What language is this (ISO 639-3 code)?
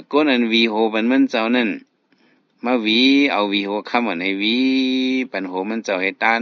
shn